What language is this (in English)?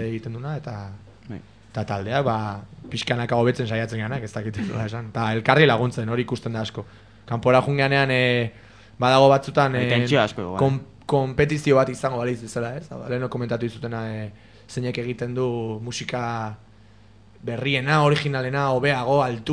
Basque